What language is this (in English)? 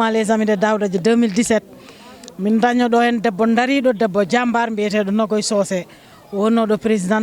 Fula